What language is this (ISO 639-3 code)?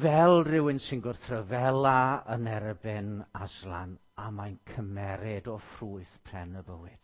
cym